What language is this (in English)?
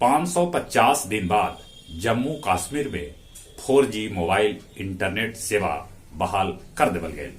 Magahi